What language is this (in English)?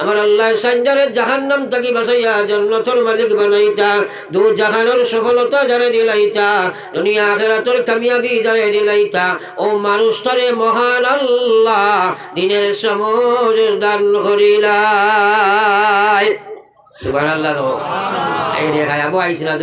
Sylheti